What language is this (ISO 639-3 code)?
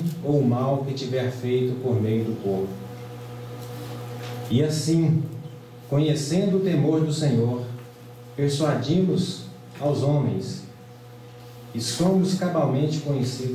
por